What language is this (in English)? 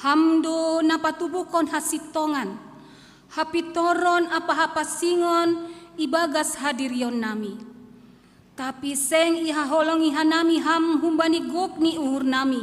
Batak Simalungun